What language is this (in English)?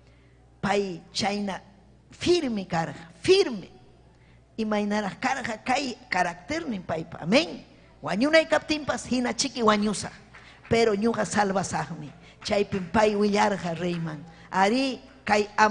Ayacucho Quechua